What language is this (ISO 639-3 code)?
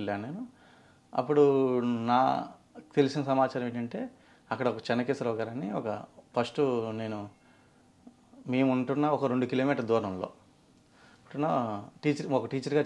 tel